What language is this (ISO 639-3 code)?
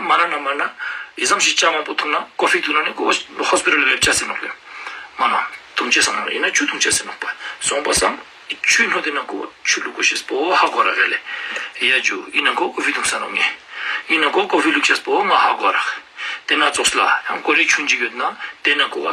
lbj